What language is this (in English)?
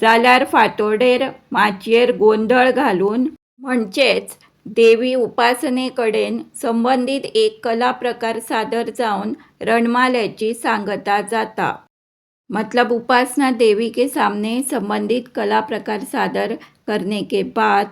Konkani